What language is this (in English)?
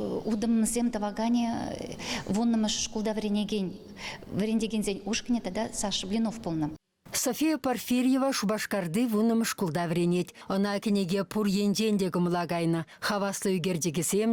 Chuvash